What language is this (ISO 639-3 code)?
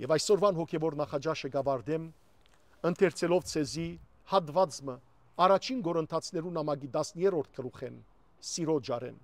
hyw